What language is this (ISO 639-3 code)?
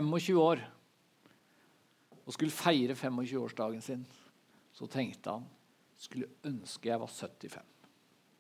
nor